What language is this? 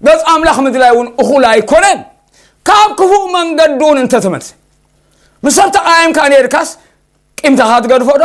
Tigrinya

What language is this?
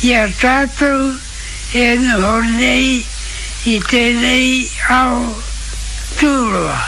Māori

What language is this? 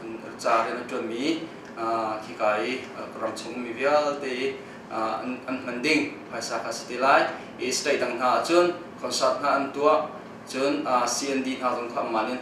Hakha Chin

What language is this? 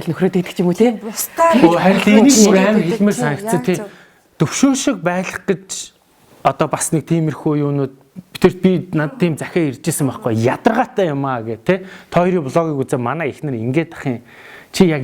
Mongolian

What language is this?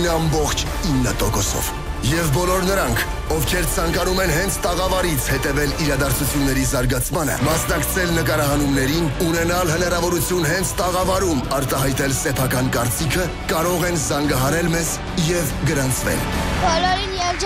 Armenian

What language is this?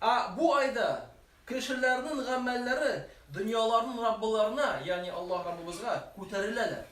Tatar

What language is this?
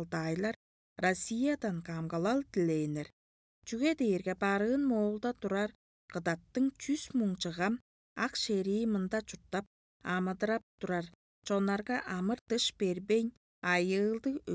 Tuvinian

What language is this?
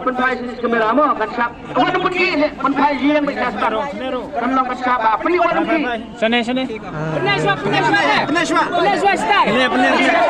Khasi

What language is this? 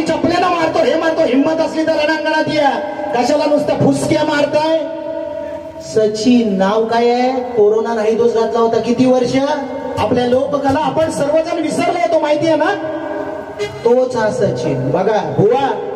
Marathi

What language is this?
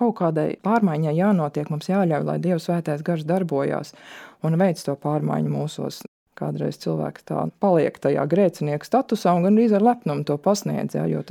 Latvian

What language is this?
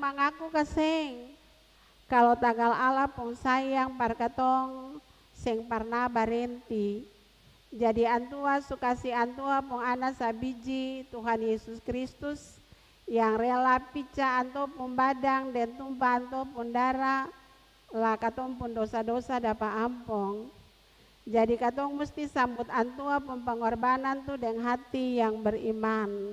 Ambonese Malay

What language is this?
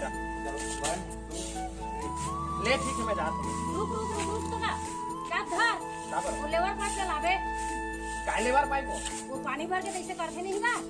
Chhattisgarhi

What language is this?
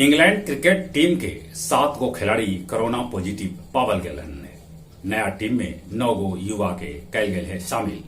Magahi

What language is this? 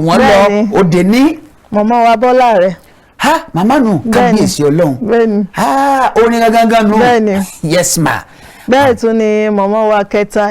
Yoruba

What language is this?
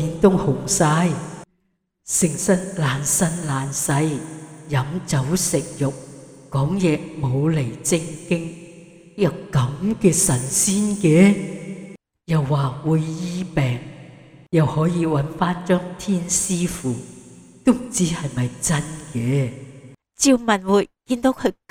Cantonese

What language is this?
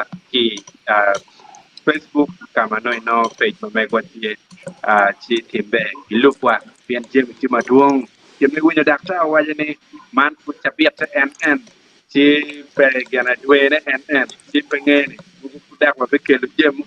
Acoli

